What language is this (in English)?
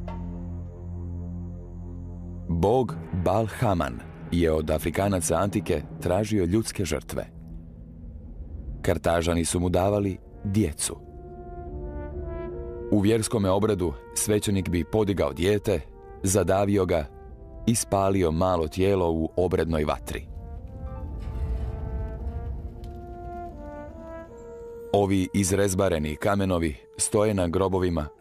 Croatian